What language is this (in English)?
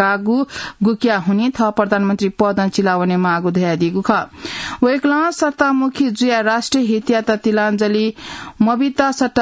Newari